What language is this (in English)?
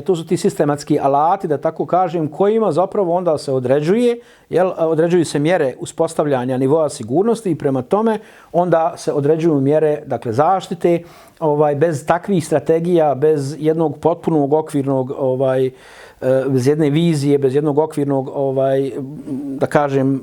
Bosnian